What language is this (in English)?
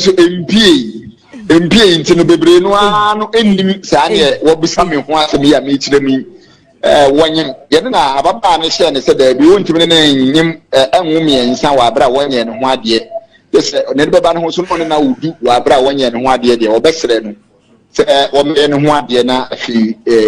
Akan